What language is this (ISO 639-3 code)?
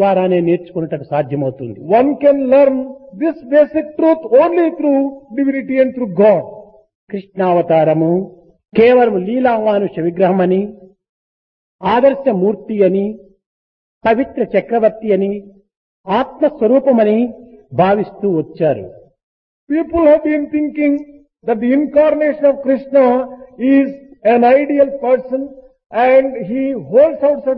tel